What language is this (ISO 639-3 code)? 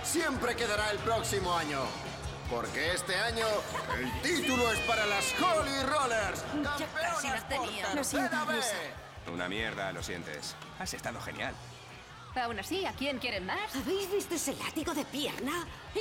spa